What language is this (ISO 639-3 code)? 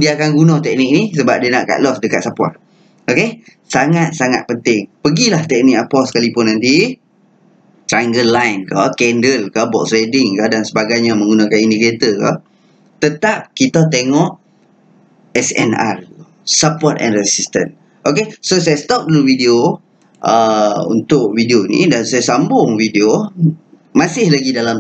msa